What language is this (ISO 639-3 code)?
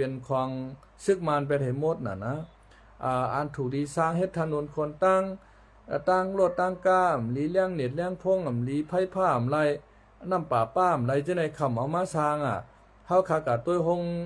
shn